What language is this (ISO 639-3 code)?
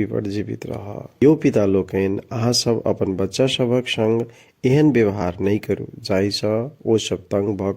mai